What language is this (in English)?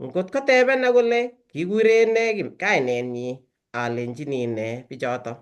Kalenjin